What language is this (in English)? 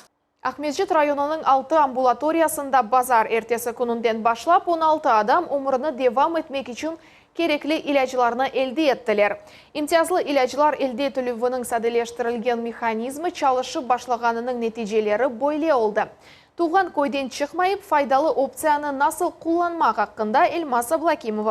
Crimean Tatar